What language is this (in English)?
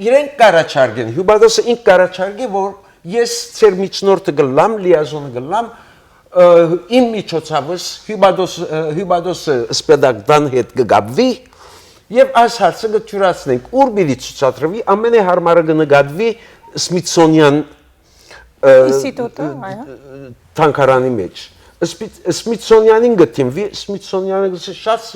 Western Armenian